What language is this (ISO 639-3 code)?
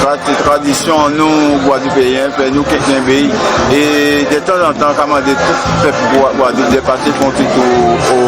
gcf